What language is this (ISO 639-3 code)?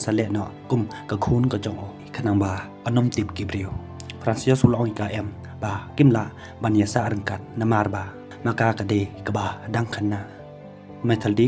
kha